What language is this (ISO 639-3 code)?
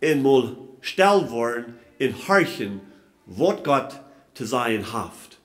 pdt